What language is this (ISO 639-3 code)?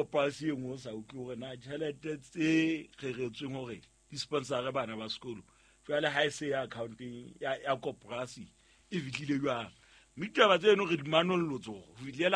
sot